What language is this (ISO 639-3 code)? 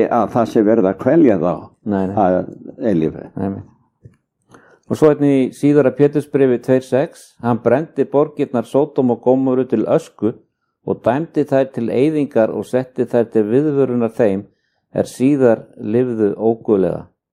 isl